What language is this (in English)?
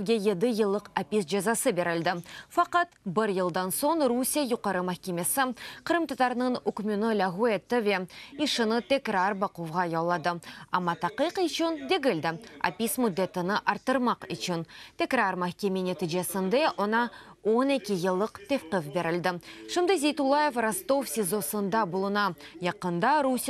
Crimean Tatar